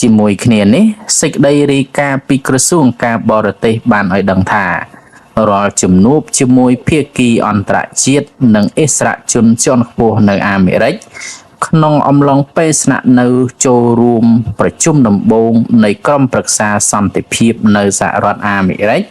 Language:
Khmer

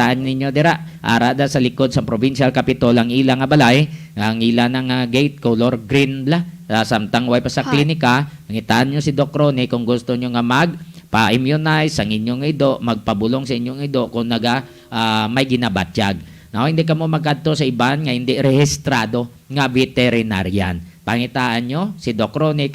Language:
Hiligaynon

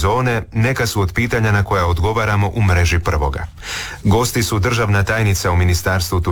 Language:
Croatian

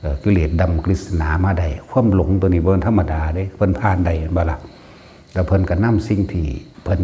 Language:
Northeastern Thai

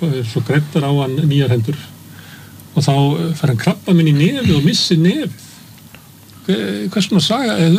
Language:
Icelandic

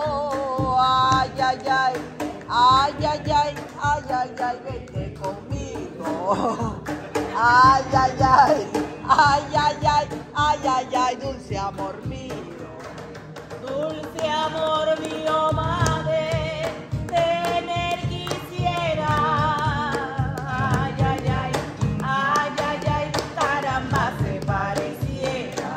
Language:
Spanish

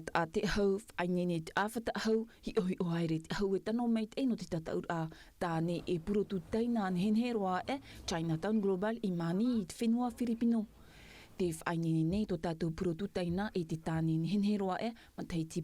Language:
Tahitian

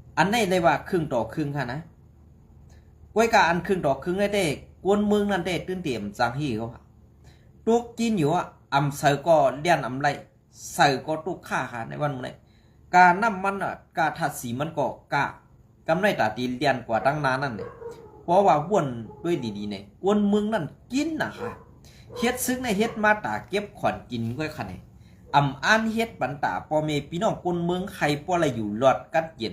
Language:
Shan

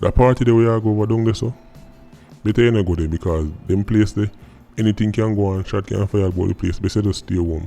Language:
Jamaican Creole English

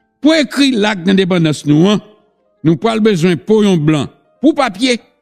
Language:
Haitian Creole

